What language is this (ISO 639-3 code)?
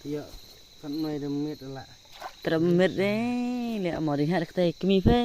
kha